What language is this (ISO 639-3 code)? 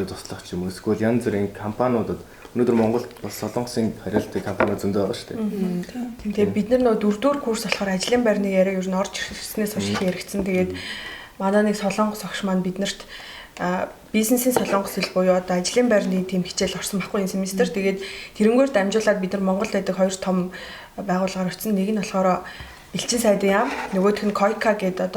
mon